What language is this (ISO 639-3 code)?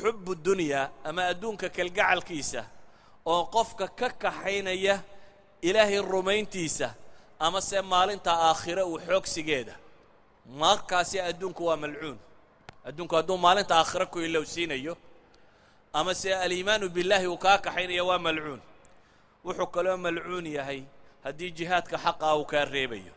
som